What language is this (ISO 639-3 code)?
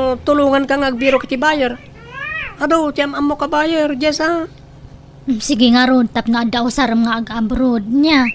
ilo